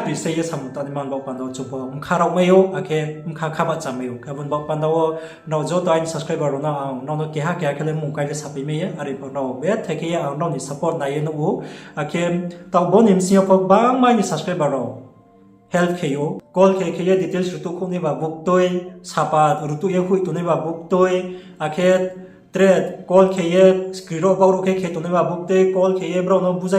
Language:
Riang (India)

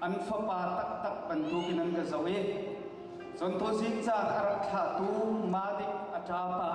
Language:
Hakha Chin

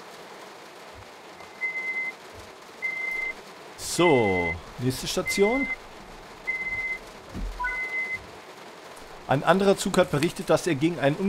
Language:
German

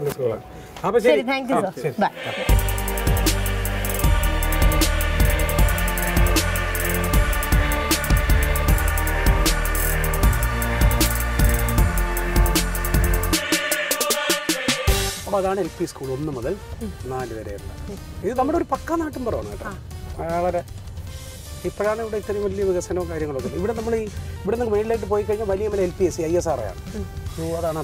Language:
Malayalam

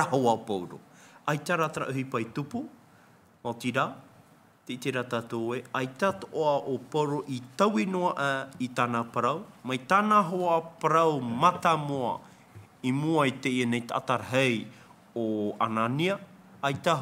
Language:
Tahitian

